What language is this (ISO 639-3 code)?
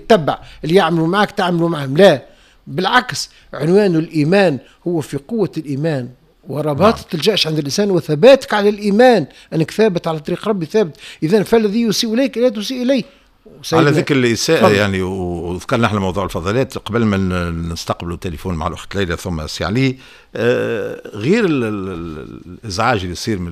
aeb